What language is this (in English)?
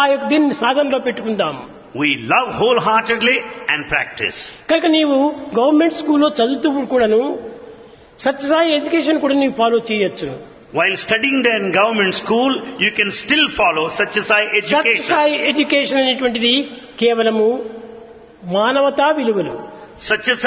Telugu